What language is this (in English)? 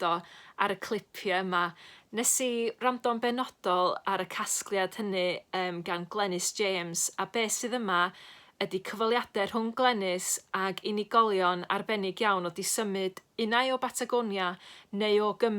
Welsh